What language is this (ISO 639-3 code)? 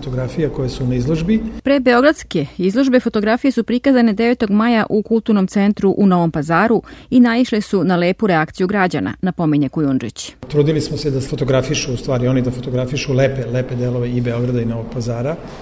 srp